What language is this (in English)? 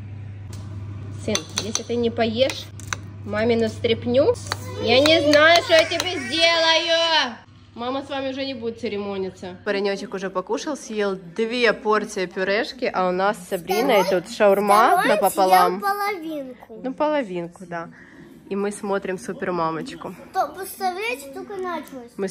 Russian